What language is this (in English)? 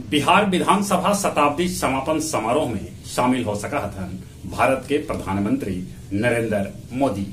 Magahi